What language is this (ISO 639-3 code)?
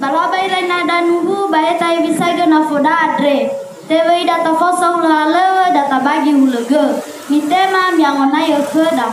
nia